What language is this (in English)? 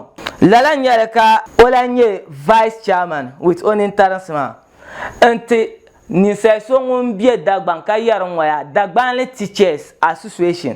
Dagbani